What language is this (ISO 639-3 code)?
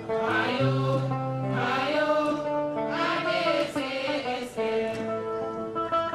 ful